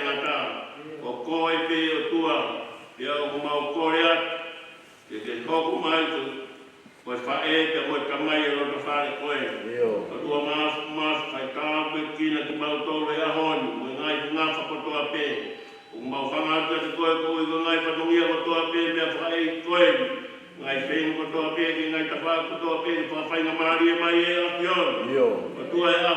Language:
Tongan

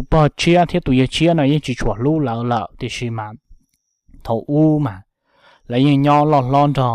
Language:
Hmong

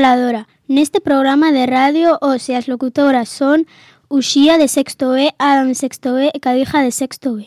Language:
Galician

